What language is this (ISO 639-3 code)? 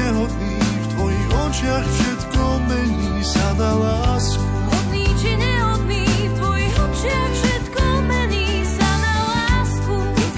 slk